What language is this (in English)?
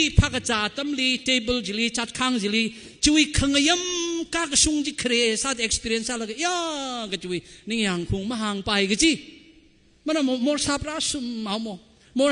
Tangkhul Naga (India)